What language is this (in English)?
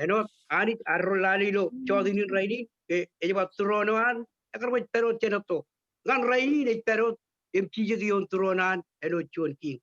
Marshallese